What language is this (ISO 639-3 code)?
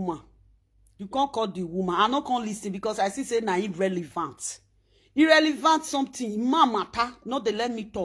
pcm